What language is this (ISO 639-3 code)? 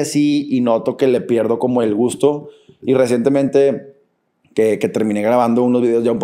spa